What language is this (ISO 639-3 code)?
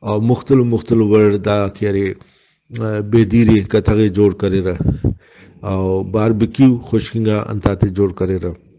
brh